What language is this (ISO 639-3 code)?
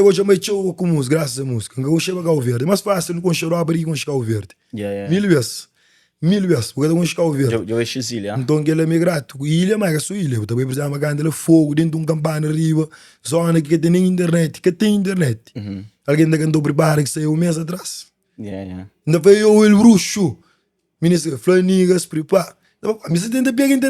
kea